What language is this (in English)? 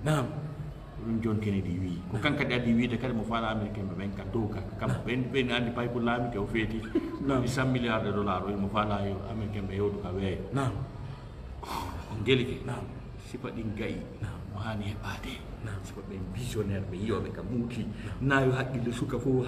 Fula